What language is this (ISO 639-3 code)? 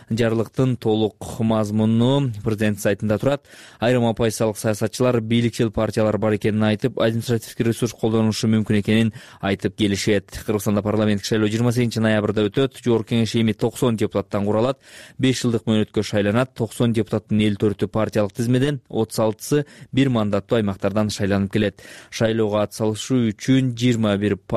kir